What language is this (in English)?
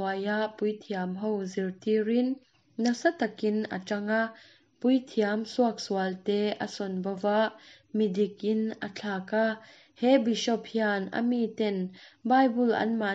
Mizo